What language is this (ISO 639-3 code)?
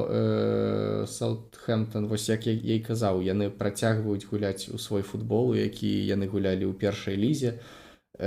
bel